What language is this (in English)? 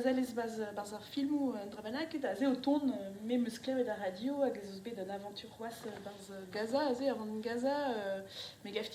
Breton